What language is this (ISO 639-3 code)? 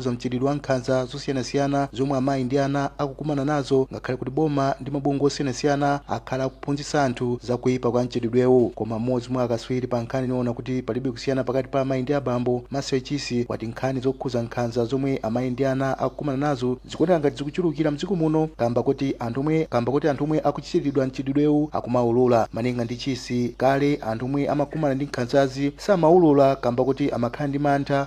nya